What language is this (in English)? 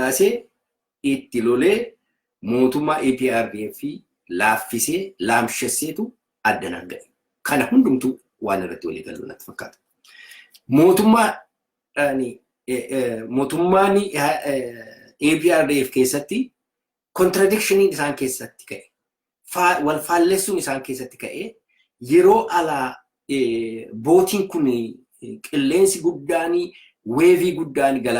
Oromo